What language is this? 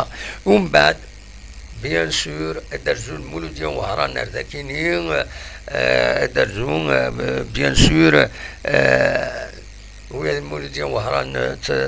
Kabyle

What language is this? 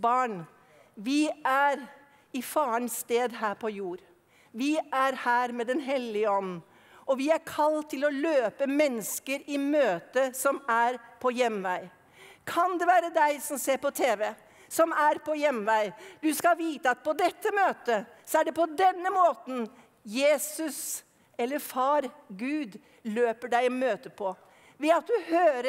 Norwegian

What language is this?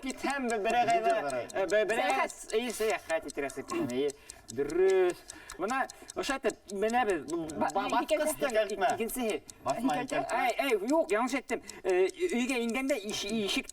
Bashkir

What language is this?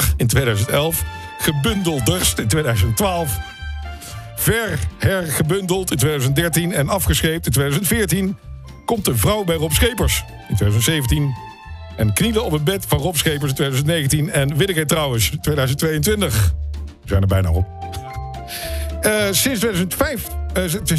Dutch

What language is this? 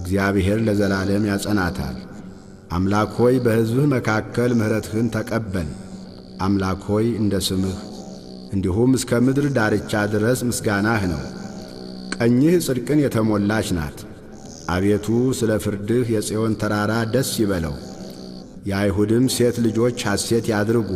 Amharic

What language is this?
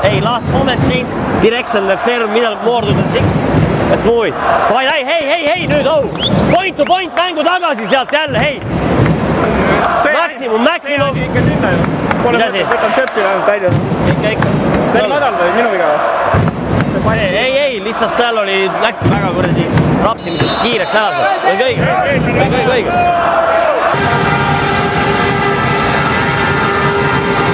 Estonian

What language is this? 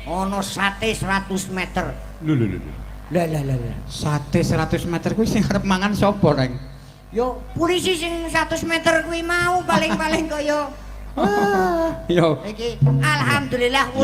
Javanese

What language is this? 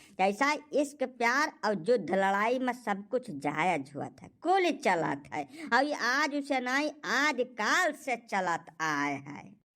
Awadhi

